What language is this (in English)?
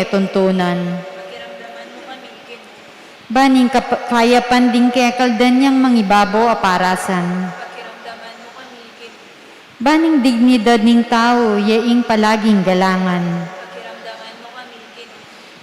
Pampanga